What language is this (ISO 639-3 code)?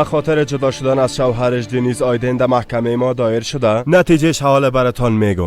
fas